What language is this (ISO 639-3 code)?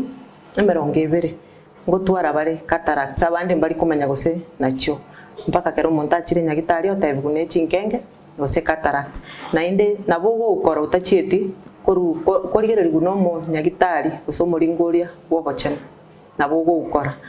guz